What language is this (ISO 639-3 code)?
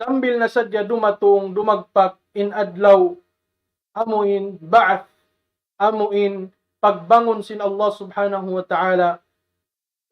tsg